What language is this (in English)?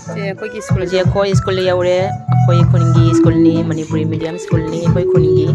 Manipuri